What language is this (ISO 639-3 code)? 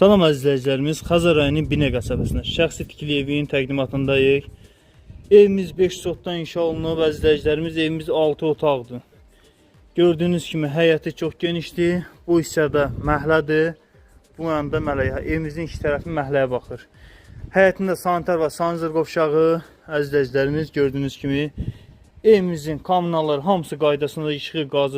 aze